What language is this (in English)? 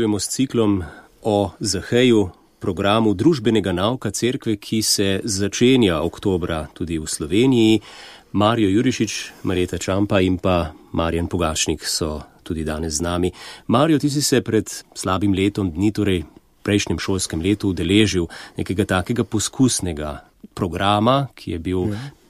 Slovenian